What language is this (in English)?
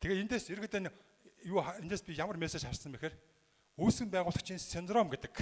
Mongolian